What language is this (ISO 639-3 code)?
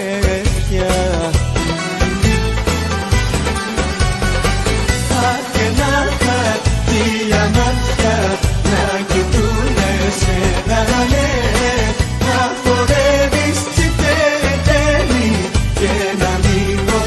ell